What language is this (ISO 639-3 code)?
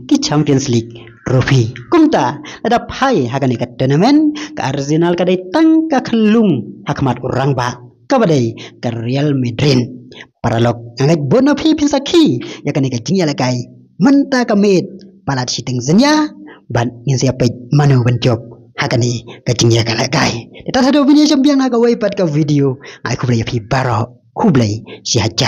kha